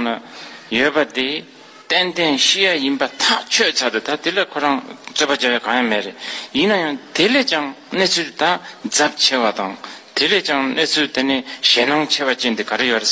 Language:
Tibetan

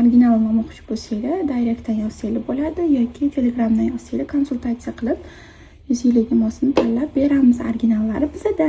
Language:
Uzbek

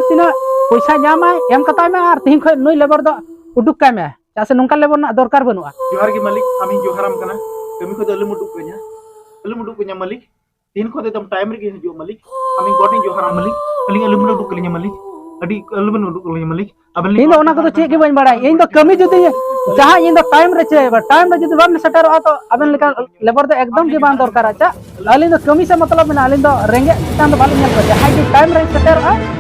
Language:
Santali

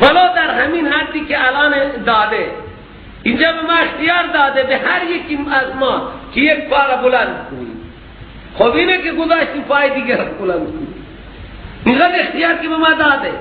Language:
Persian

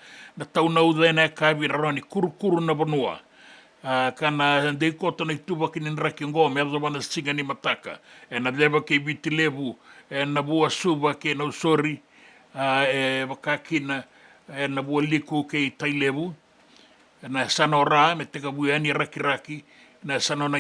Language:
Fijian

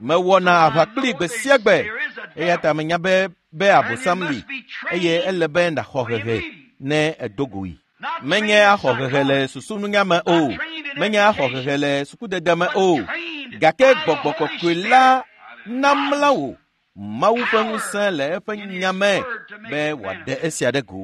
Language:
Ewe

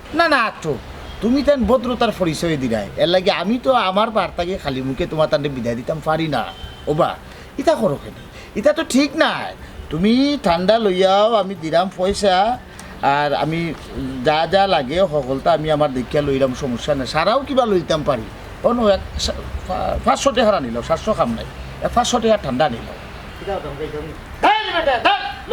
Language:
Sylheti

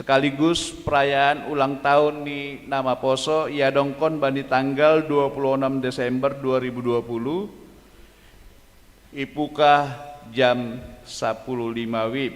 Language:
Batak Simalungun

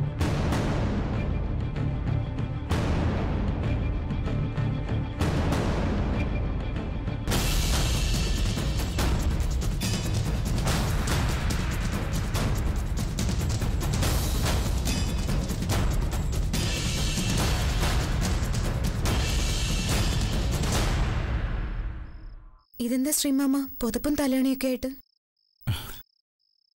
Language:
Malayalam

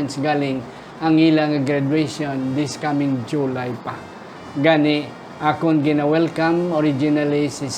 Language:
Hiligaynon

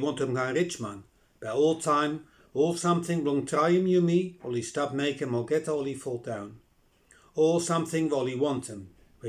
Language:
Bislama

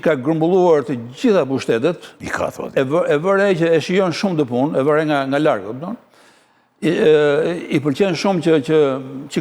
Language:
Albanian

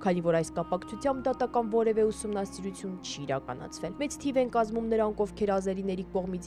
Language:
Armenian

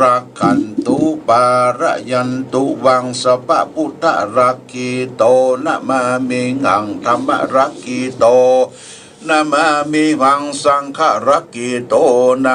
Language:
Pali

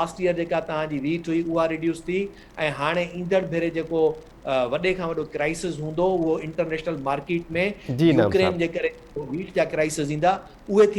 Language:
Sindhi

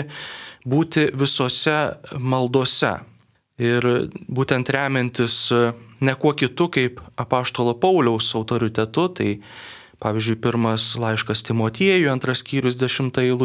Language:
Lithuanian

